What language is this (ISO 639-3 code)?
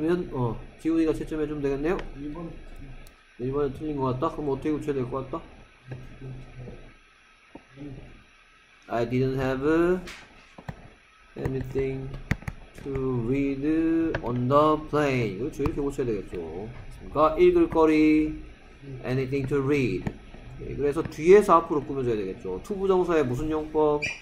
kor